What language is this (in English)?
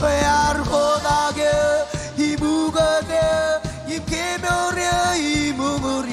Marshallese